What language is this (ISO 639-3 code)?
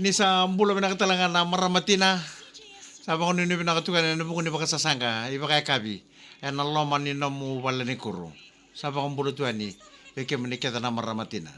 fij